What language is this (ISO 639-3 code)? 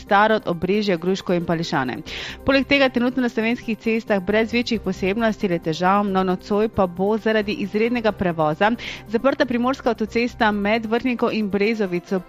slv